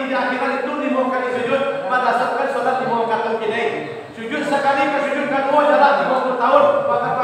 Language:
Minangkabau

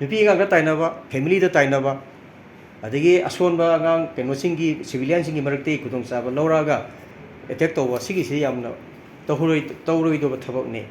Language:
Manipuri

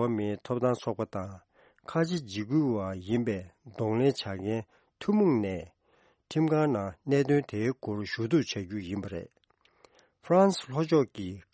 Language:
Tibetan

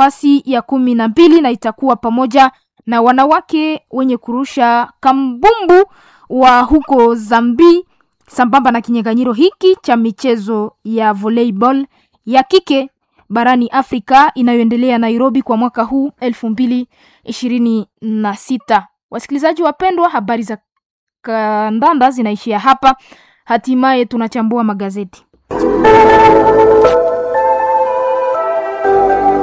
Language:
Swahili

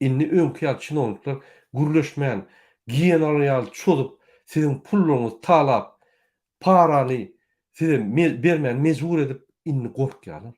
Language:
Turkmen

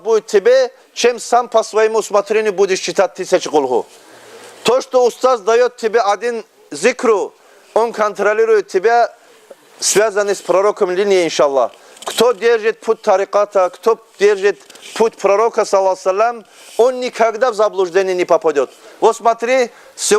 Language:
Kumyk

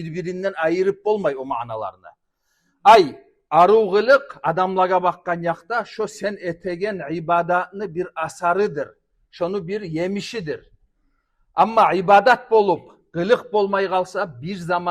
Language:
Kumyk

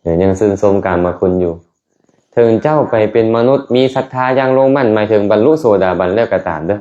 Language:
Lao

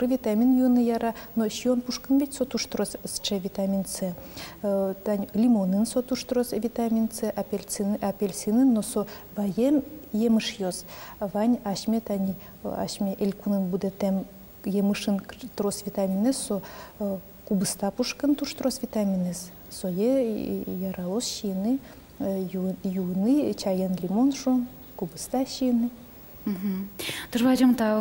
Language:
Udmurt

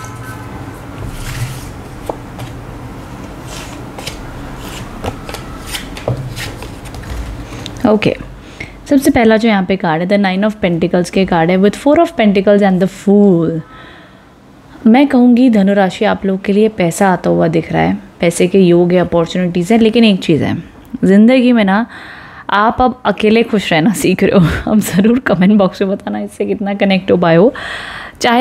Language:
Hindi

